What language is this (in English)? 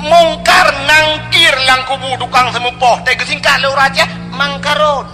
Achinese